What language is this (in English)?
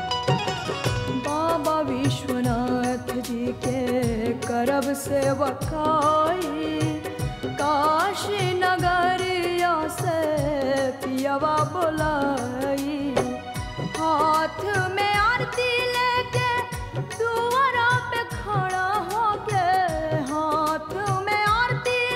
Bhojpuri